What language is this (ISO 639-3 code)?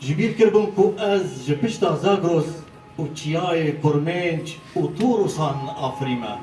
kur